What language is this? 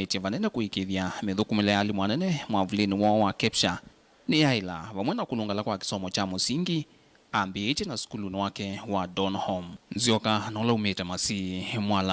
Kamba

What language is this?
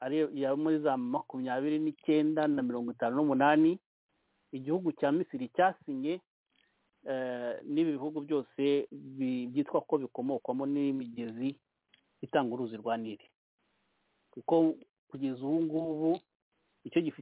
Kinyarwanda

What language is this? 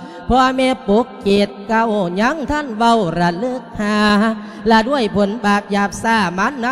Lao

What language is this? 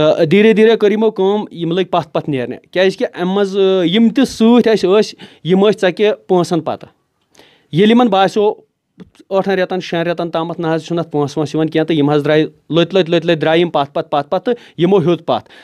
Kashmiri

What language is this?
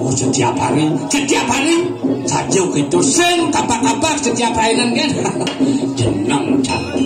Balinese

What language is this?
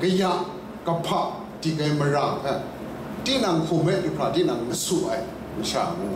Kachin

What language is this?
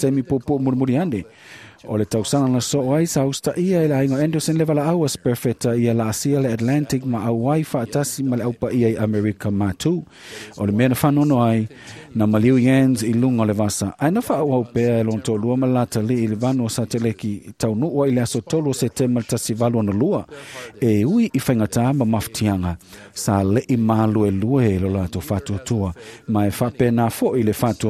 Samoan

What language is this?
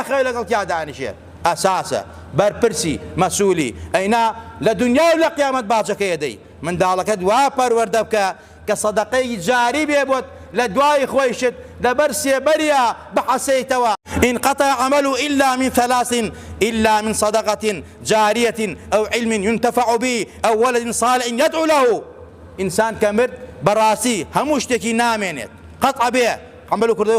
Central Kurdish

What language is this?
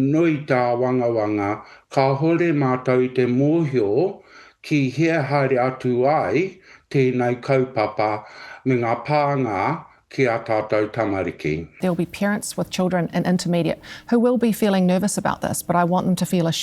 Māori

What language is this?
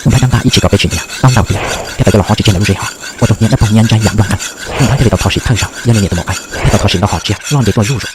Hmong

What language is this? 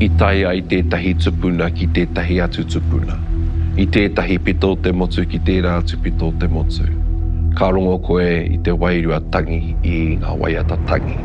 Māori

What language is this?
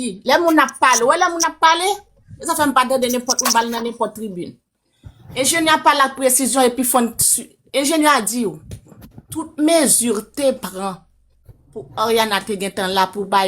Haitian Creole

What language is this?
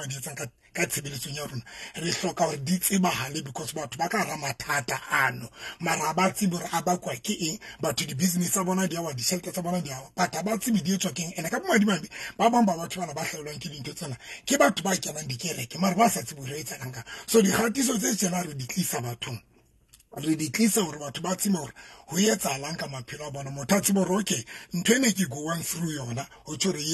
Southern Sotho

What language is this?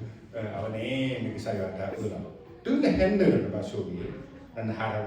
S'gaw Karen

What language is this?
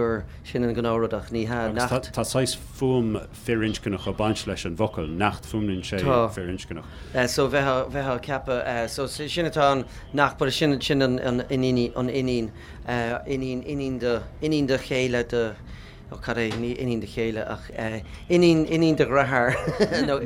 Irish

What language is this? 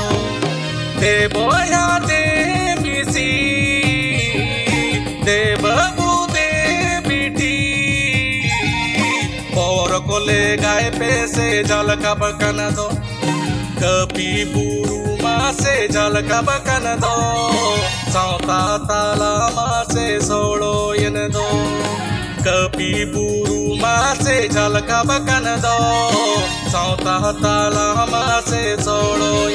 Santali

